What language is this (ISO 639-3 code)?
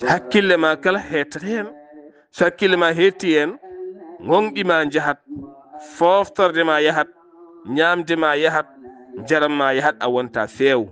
ful